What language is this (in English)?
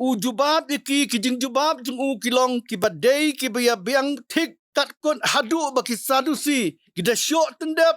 Khasi